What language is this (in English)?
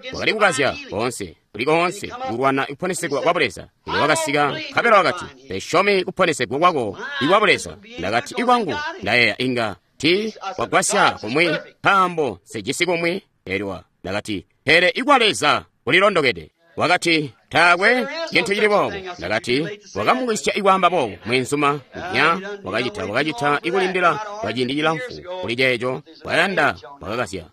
Tonga (Zambia)